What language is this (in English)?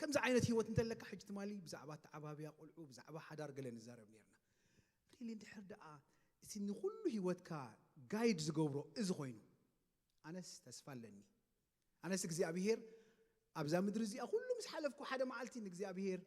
Tigrinya